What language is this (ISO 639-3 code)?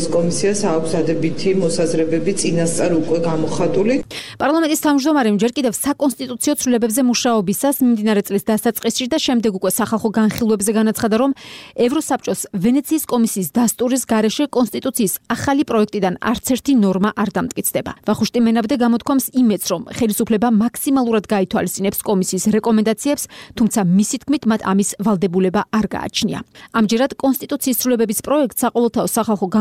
kat